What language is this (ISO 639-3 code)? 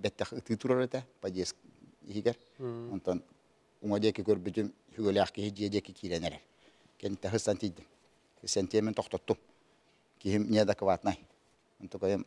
sah